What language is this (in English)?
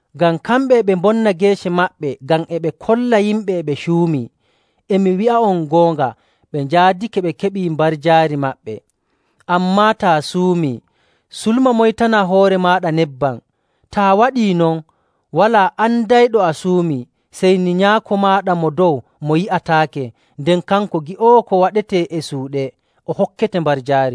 Nigerian Fulfulde